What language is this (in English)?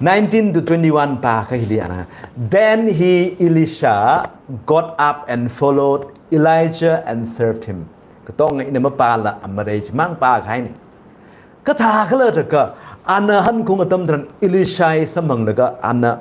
Tangkhul Naga (India)